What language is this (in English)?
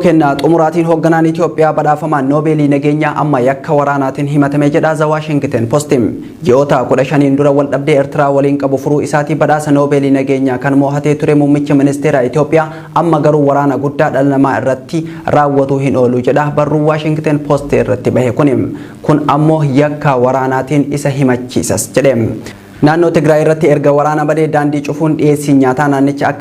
Oromo